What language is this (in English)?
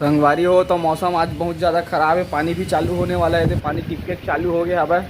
Chhattisgarhi